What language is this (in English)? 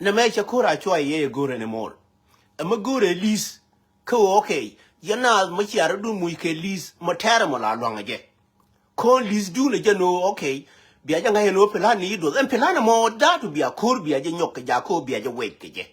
Nuer